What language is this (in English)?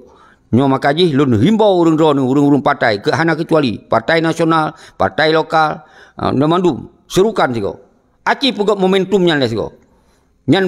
Achinese